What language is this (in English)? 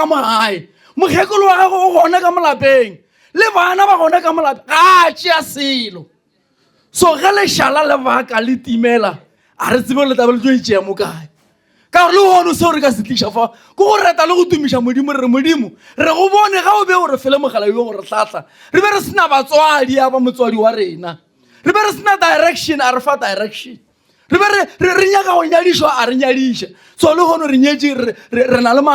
Northern Sotho